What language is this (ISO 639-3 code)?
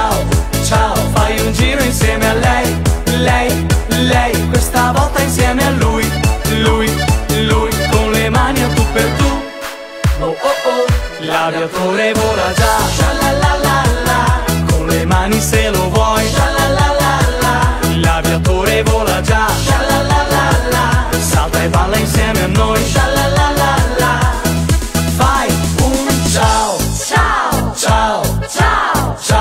ita